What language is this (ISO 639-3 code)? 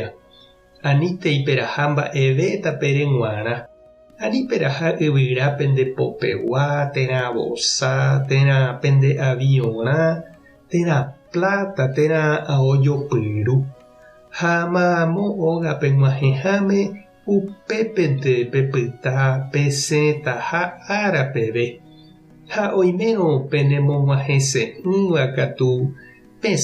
grn